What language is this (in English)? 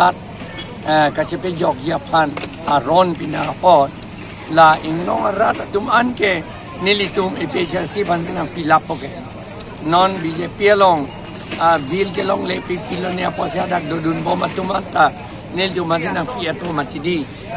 Karbi